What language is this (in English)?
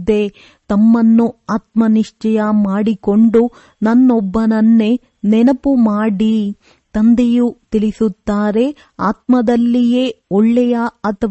Kannada